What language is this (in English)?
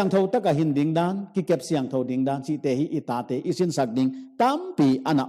Paite Chin